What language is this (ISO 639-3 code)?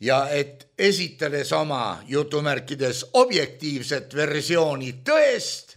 est